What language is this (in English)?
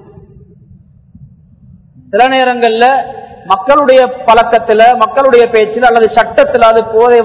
Tamil